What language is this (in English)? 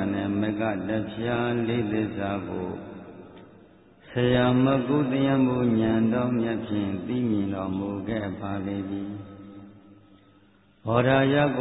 Burmese